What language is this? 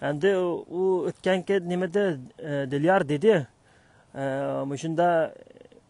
Uyghur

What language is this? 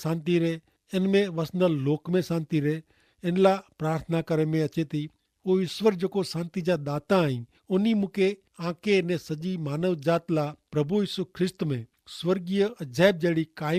Kachhi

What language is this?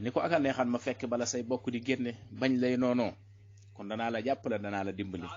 Wolof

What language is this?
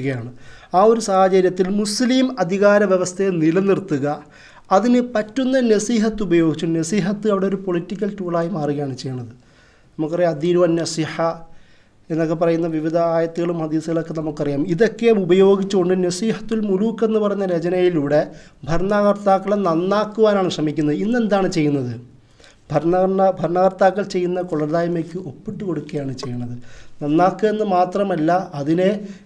Malayalam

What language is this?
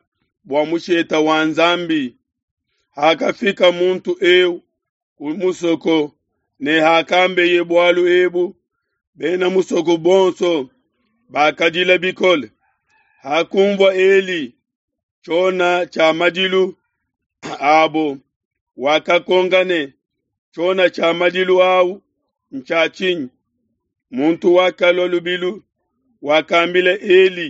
Luba-Lulua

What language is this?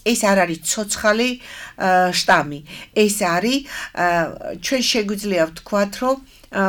Georgian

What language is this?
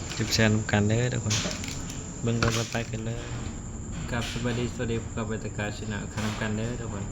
Northeastern Thai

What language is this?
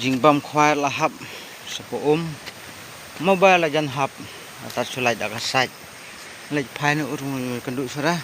Khasi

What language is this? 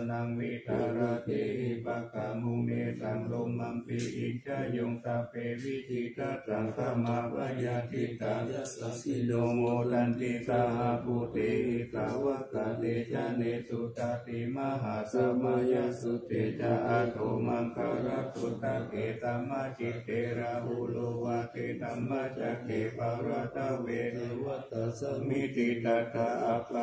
Pali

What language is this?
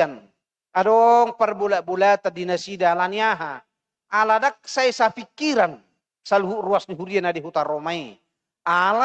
Batak Toba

